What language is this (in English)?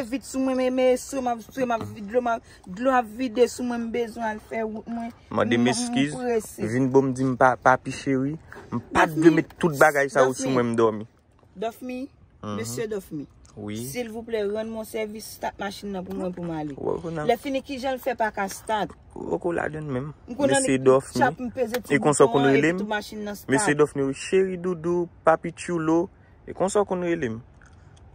Haitian Creole